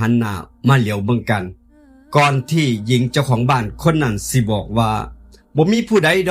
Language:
Northeastern Thai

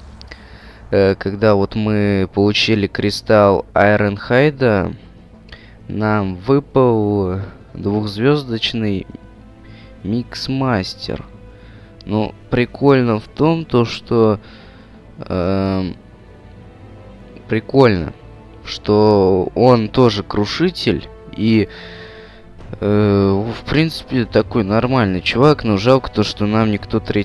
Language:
Russian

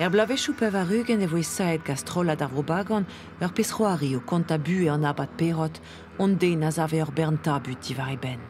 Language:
Breton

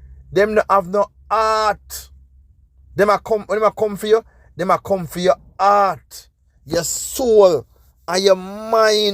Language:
Jamaican Creole English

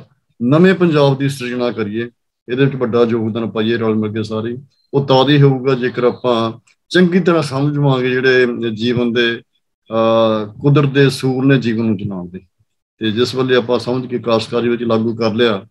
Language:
Punjabi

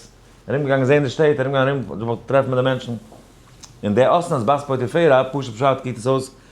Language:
Yiddish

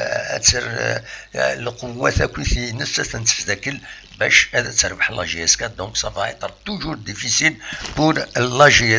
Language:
Kabyle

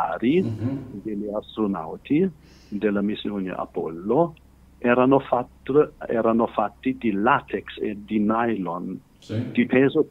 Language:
Italian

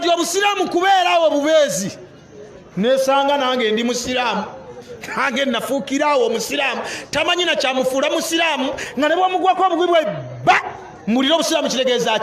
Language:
Ganda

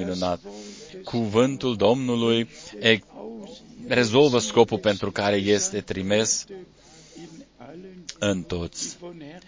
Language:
Romanian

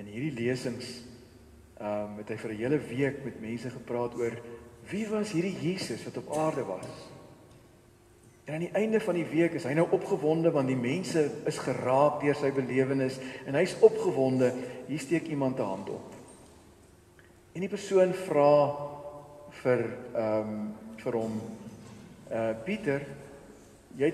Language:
Afrikaans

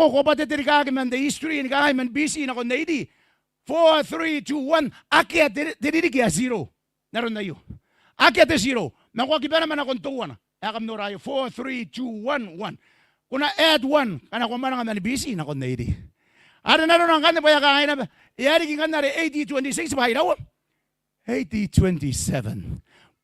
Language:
Gilbertese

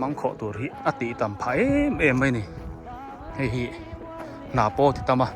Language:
Biete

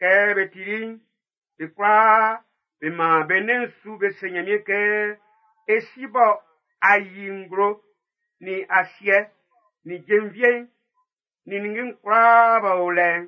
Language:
Baoulé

